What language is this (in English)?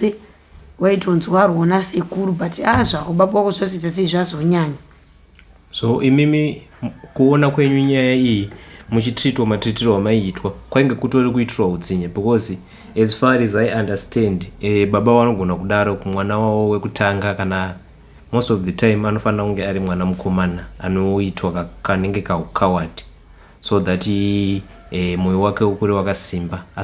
Shona